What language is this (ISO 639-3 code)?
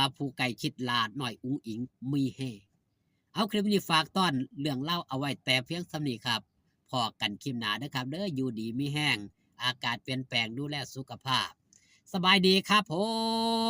lao